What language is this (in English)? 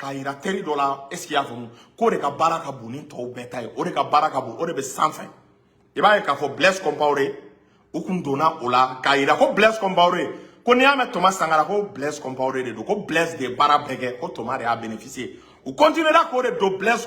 Bambara